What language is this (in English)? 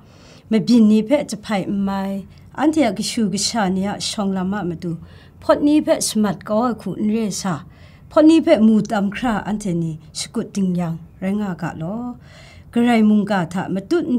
Kachin